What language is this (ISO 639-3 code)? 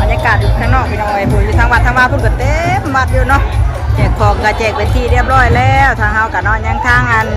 tts